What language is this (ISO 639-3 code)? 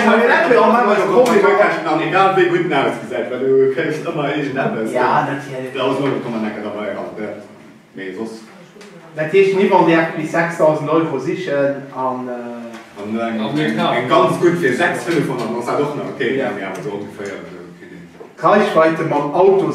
ltz